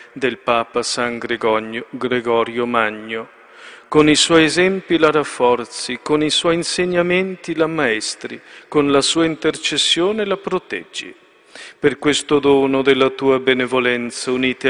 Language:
Italian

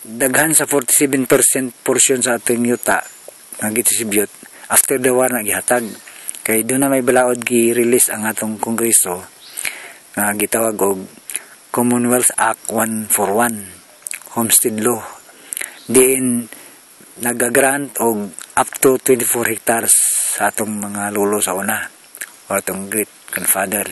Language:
Cebuano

